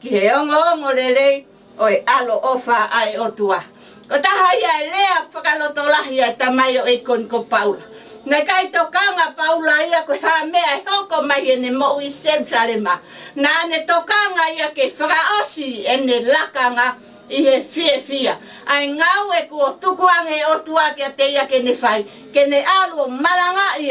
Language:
Tongan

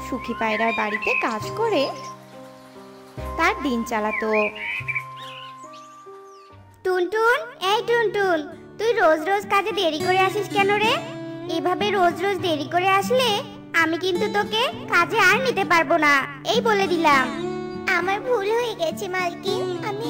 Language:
Bangla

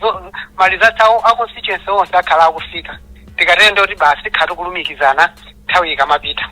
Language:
Nyanja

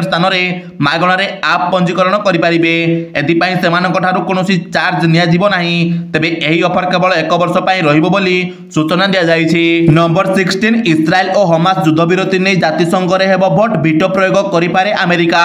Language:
Odia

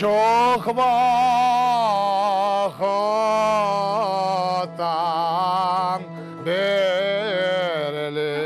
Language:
Crimean Tatar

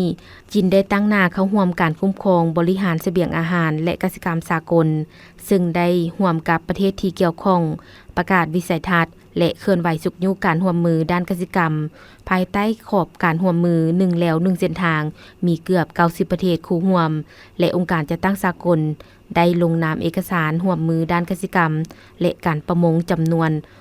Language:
Lao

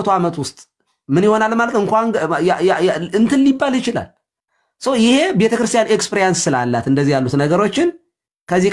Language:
Amharic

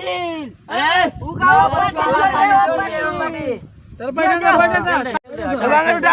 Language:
Magahi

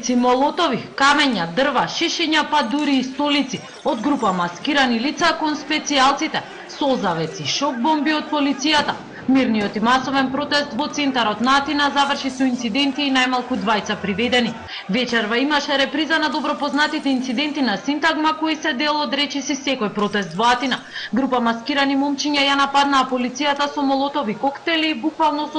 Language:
Macedonian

